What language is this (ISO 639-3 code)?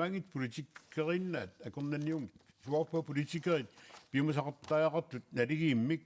kal